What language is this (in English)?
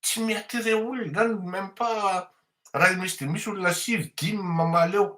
Malagasy